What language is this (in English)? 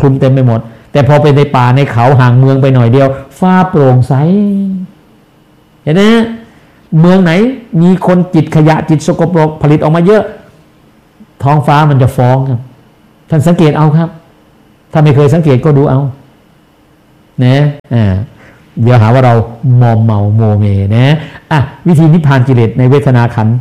Thai